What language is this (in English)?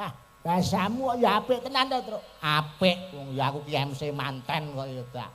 Javanese